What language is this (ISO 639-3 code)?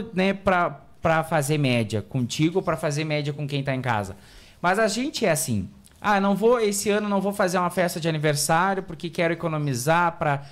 por